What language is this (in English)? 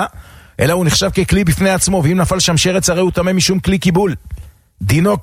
Hebrew